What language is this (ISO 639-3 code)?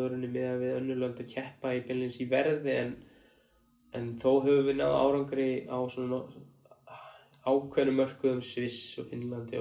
isl